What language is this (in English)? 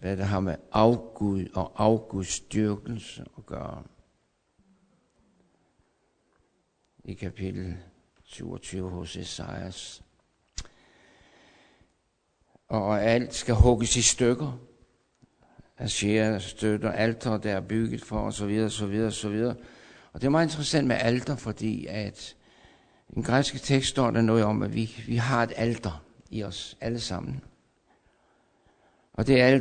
Danish